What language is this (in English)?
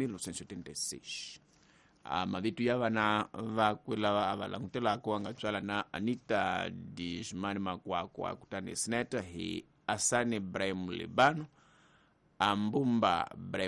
Tsonga